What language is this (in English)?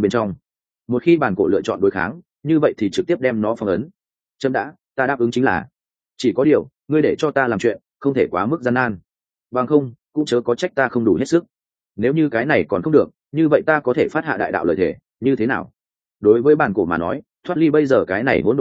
Vietnamese